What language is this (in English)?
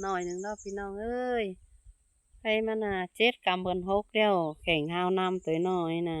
Lao